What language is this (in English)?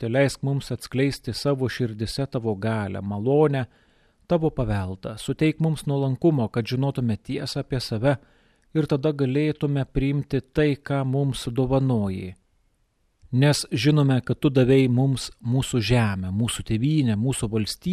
Lithuanian